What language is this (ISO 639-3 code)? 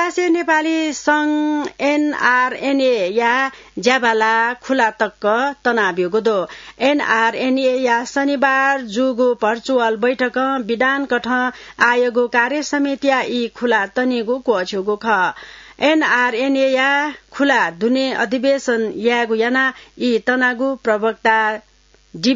new